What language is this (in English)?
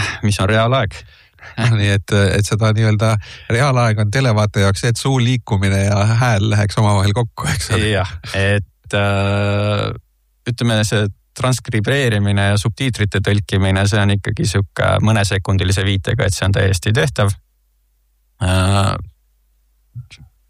Estonian